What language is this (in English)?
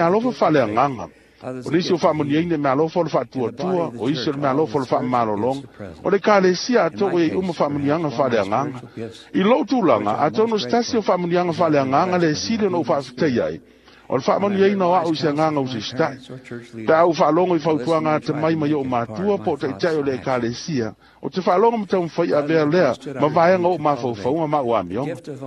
Samoan